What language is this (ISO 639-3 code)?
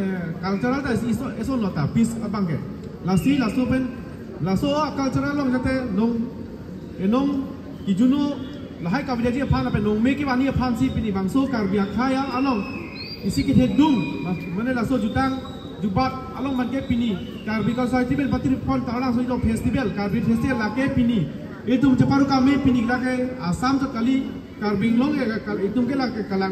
mjw